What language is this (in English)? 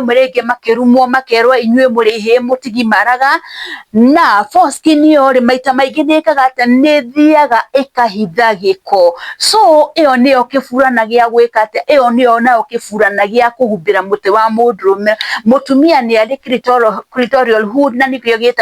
Kikuyu